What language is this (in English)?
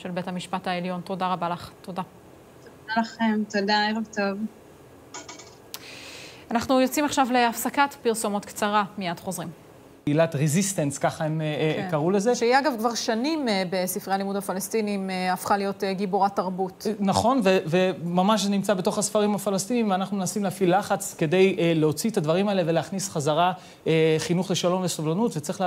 Hebrew